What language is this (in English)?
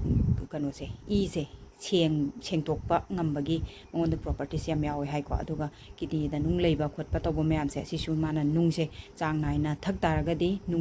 Manipuri